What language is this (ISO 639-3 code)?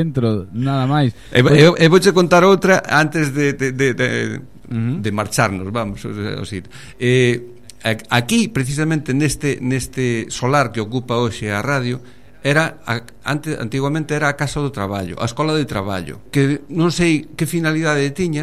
glg